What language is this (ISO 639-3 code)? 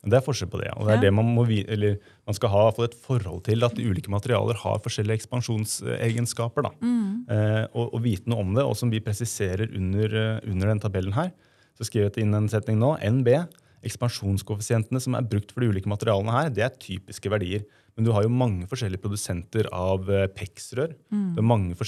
nor